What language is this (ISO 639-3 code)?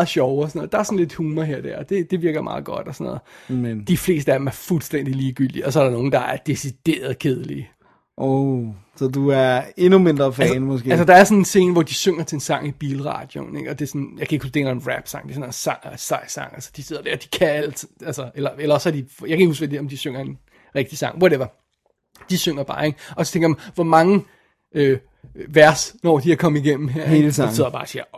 dan